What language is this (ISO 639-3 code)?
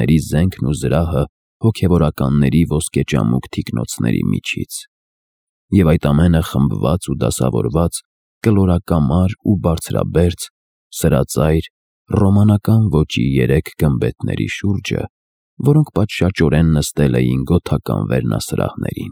hye